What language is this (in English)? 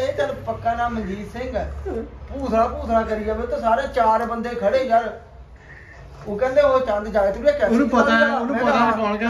Punjabi